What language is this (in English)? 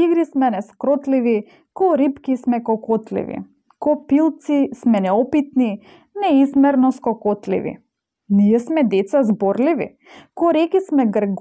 Macedonian